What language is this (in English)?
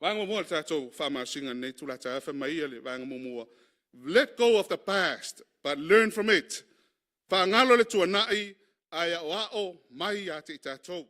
Samoan